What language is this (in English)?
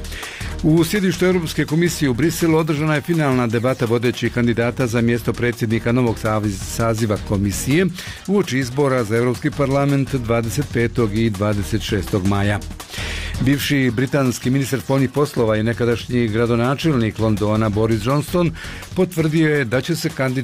Bosnian